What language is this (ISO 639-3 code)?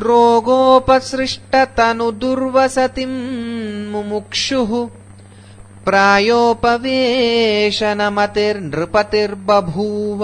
san